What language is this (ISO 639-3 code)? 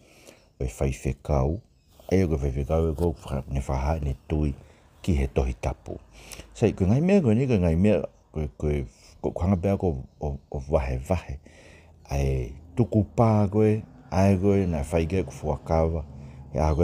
ton